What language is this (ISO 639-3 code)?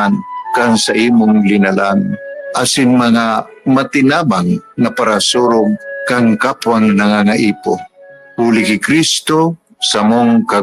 bik